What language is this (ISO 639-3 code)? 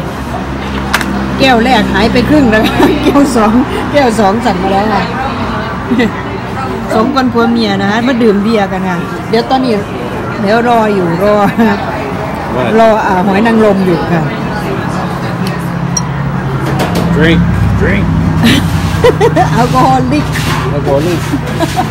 tha